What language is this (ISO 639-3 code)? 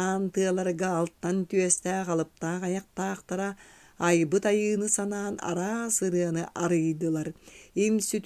sah